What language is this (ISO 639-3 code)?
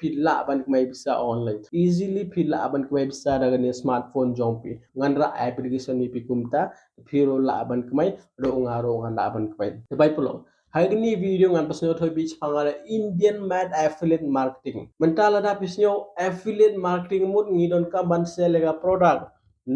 kha